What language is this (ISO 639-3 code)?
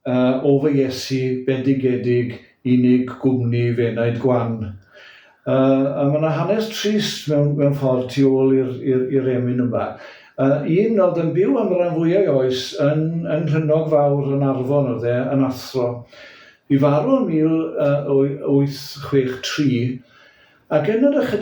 cym